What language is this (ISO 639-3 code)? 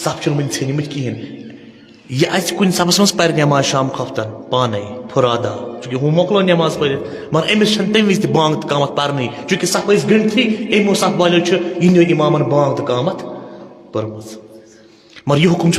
kas